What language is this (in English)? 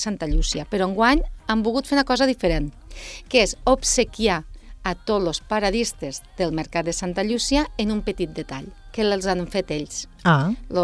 Catalan